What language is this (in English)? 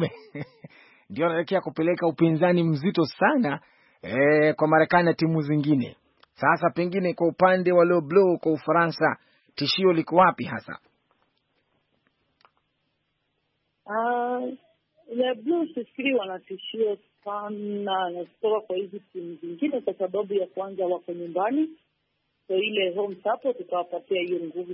Swahili